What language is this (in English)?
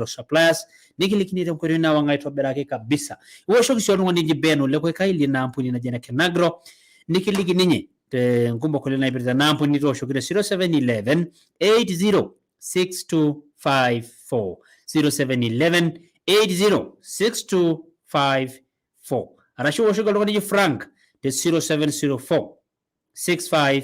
Masai